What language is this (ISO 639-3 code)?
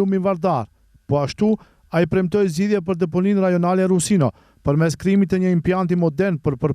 sqi